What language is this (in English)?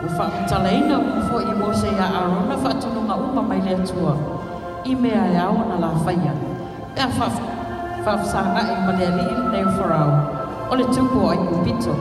Samoan